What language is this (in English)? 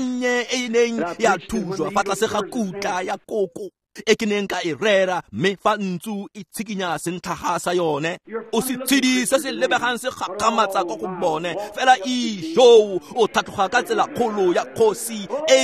Tswana